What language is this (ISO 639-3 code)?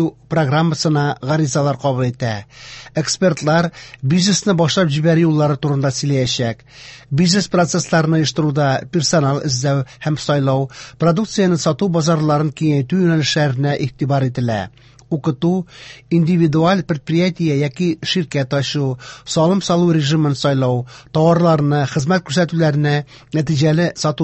tat